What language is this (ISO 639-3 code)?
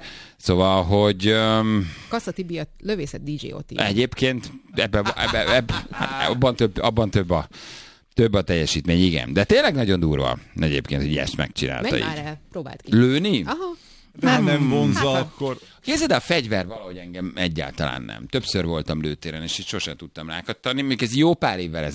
hun